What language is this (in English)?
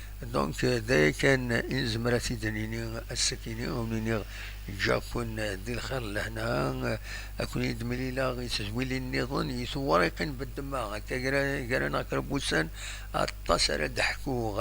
Kabyle